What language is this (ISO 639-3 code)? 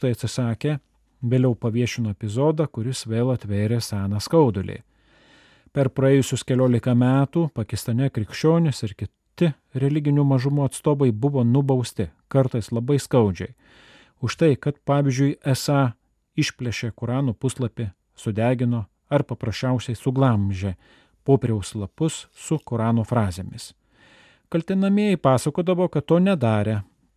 lit